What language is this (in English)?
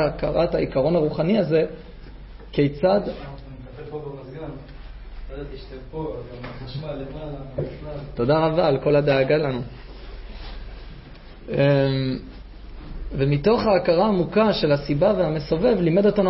Hebrew